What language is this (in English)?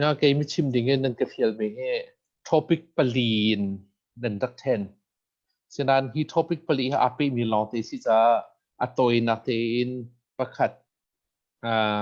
Hakha Chin